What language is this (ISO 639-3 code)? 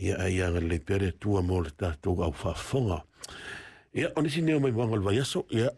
smo